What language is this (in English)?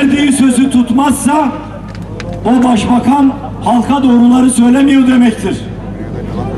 Turkish